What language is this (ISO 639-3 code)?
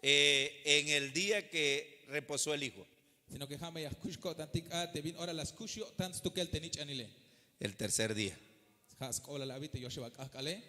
tzh